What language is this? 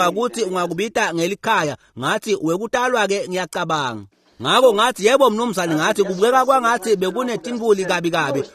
Swati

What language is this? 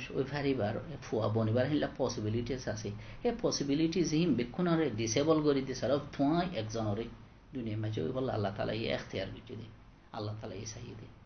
Rohingya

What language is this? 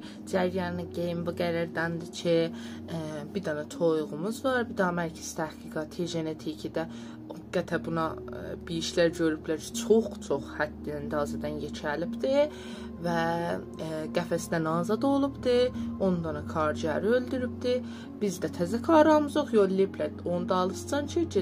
South Azerbaijani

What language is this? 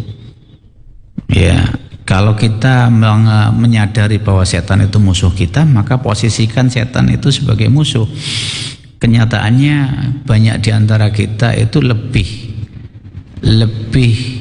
Indonesian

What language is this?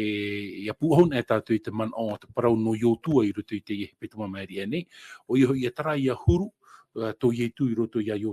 Tahitian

